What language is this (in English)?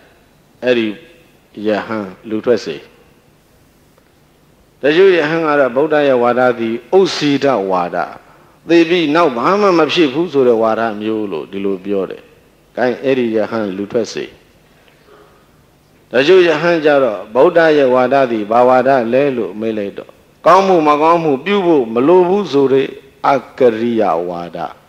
Burmese